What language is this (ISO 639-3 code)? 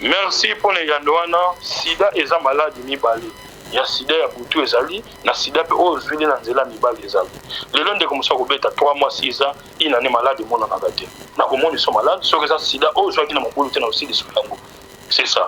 lin